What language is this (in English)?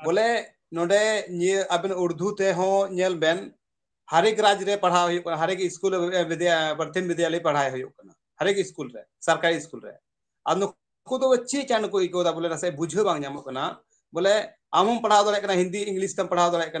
Santali